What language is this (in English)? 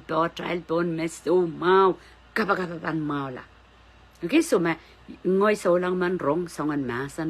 Pohnpeian